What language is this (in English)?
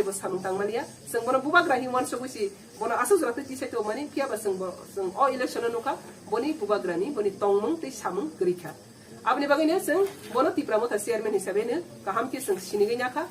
Kok Borok